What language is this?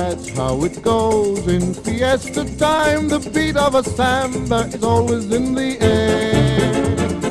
English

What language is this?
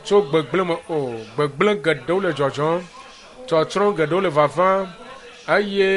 Ewe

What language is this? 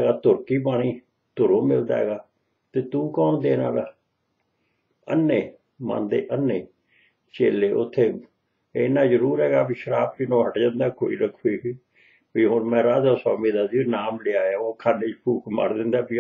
Punjabi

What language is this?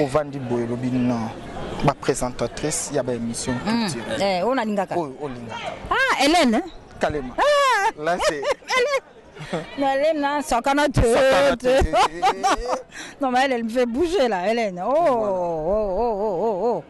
Lingala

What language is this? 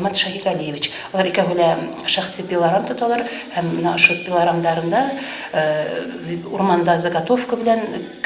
Bashkir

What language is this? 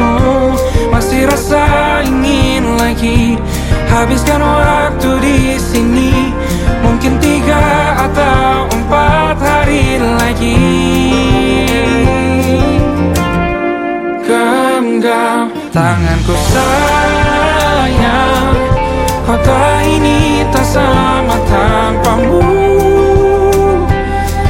Indonesian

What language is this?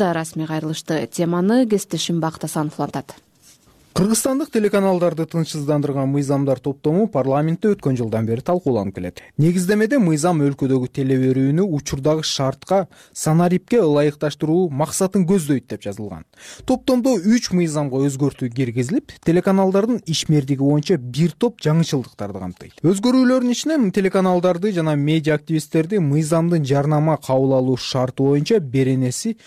Kyrgyz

